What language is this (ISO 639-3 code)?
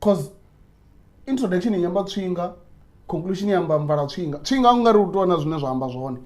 ven